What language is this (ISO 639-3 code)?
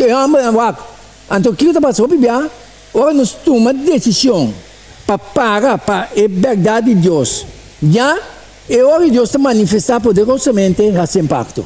pap